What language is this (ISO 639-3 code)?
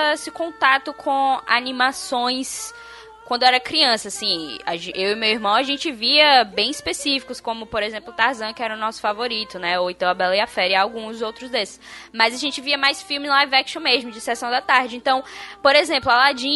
por